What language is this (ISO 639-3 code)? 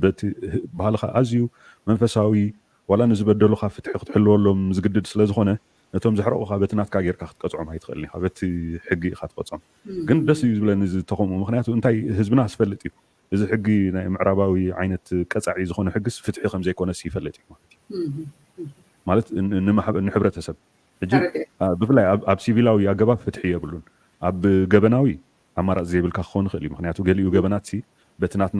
tir